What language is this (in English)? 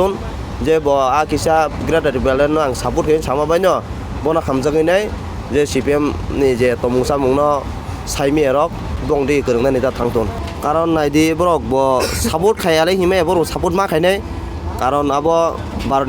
Kok Borok